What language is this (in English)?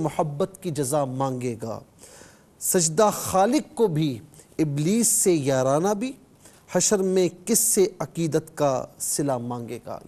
Urdu